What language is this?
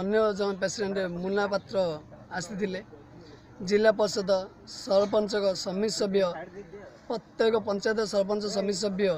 Odia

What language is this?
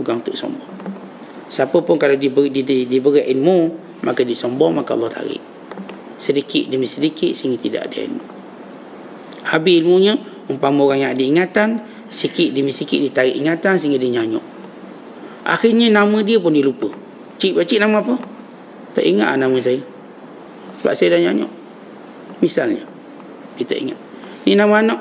Malay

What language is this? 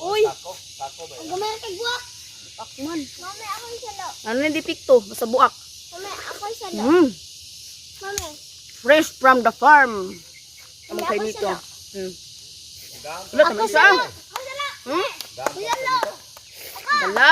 Cebuano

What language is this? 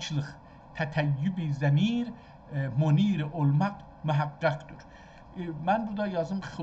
South Azerbaijani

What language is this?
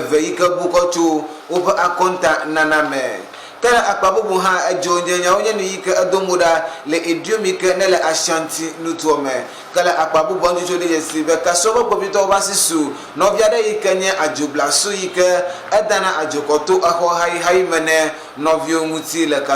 Ewe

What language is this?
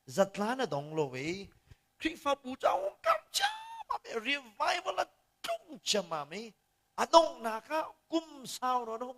Hakha Chin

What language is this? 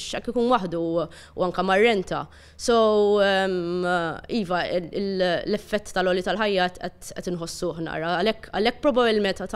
Maltese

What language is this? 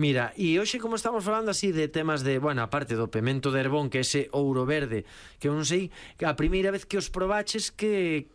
Galician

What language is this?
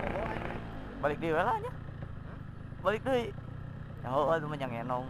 Sundanese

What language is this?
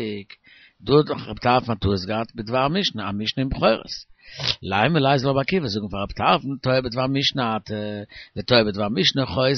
Yiddish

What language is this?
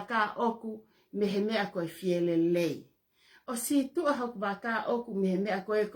Tongan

